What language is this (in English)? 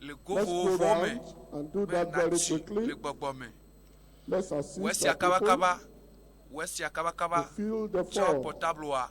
Ewe